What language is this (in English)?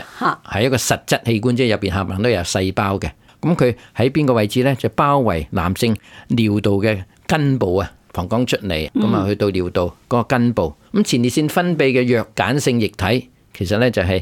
Cantonese